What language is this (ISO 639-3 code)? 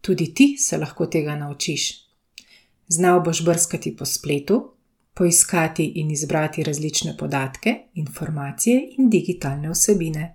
slv